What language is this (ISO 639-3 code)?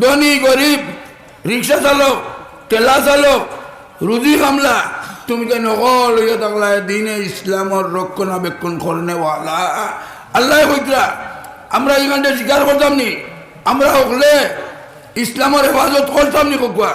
syl